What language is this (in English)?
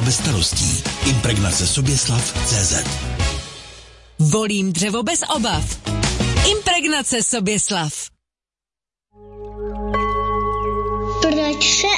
Czech